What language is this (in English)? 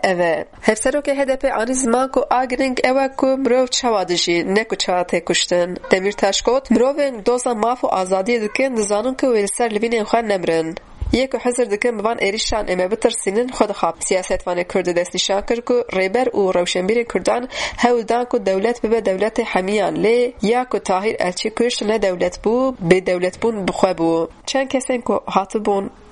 Kurdish